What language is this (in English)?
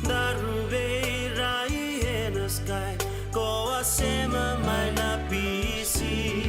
Fijian